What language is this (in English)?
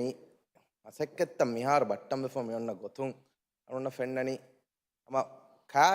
Divehi